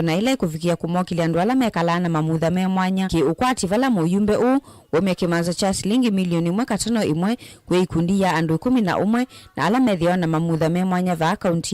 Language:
Kamba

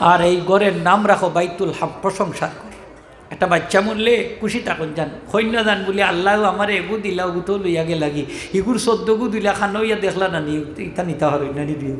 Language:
Sylheti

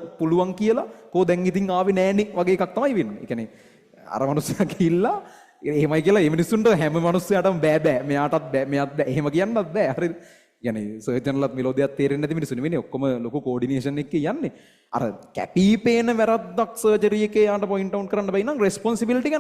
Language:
Sinhala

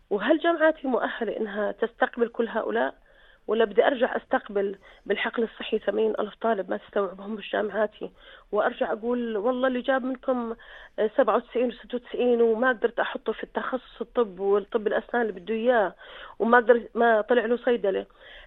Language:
North Levantine Arabic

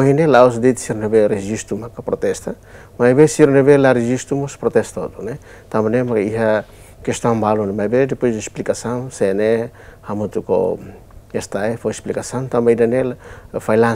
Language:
Tetum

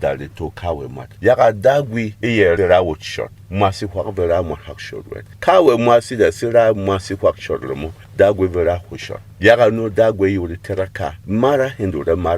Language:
Berom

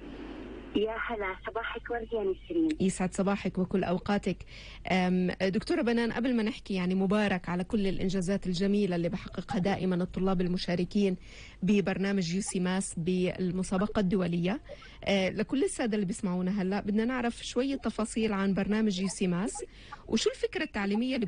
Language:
North Levantine Arabic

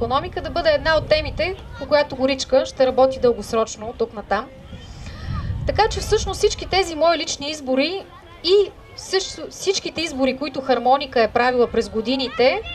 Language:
Bulgarian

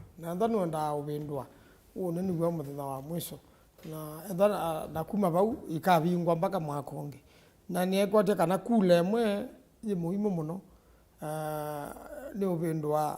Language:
Kamba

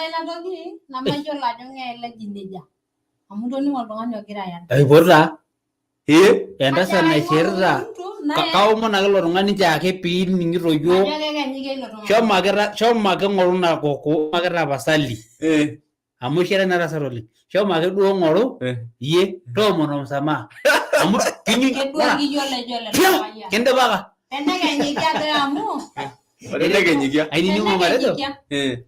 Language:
Masai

